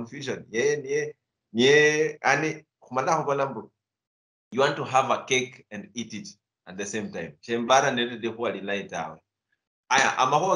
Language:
Luyia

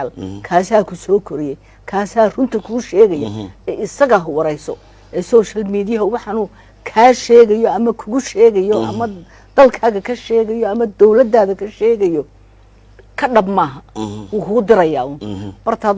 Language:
Somali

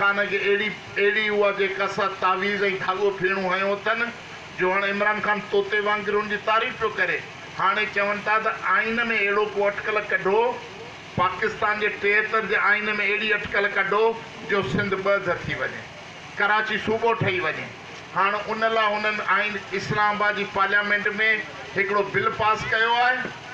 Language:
Sindhi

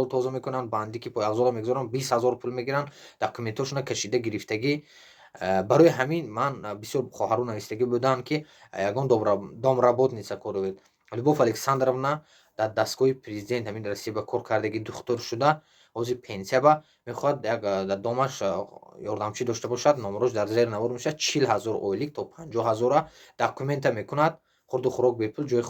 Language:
Tajik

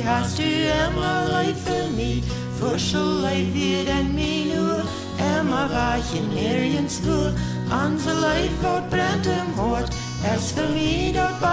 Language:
Plautdietsch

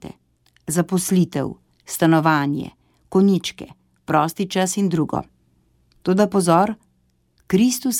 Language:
Slovenian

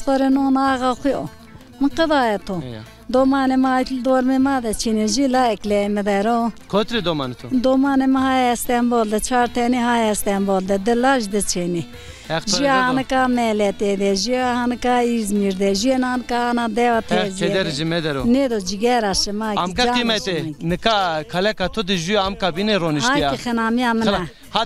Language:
Zaza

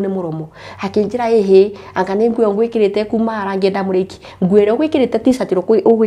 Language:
Kikuyu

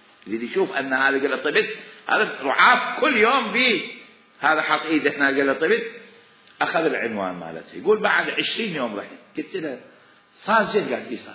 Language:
Mesopotamian Arabic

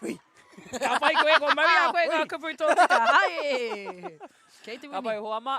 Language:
Māori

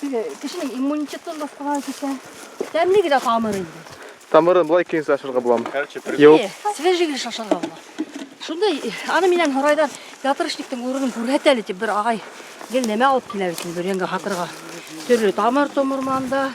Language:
Bashkir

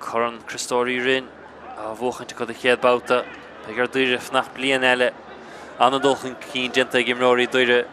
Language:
Irish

